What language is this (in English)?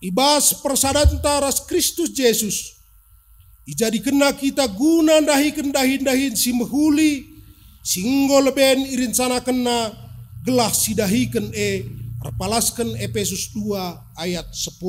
Batak Karo